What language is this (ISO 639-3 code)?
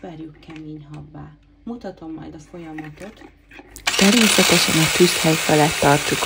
hun